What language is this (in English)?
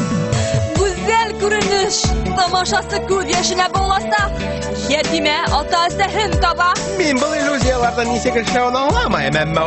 Bashkir